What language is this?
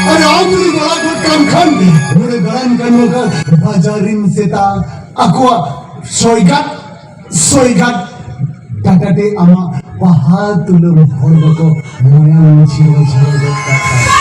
Santali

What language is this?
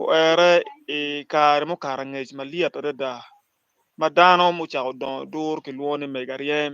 Acoli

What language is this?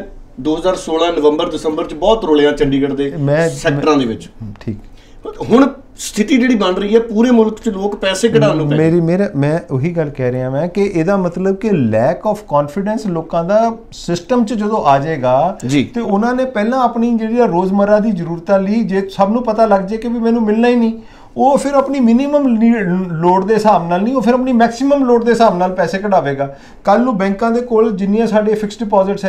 Punjabi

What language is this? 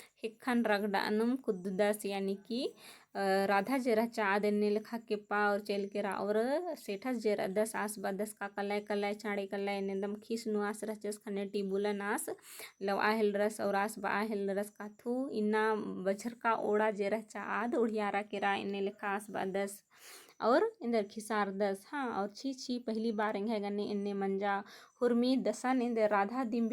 Kurukh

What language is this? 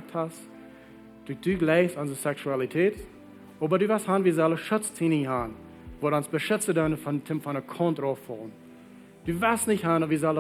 Plautdietsch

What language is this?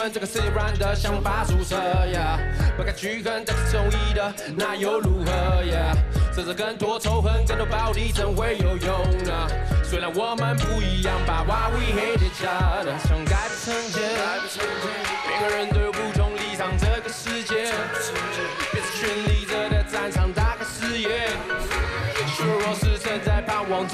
Chinese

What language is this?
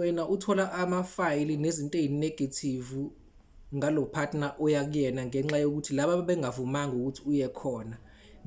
Zulu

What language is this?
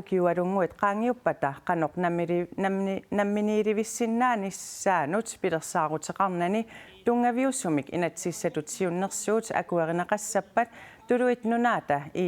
Kalaallisut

